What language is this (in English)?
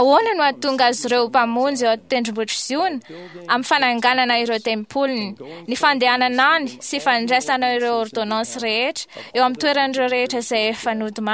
Malagasy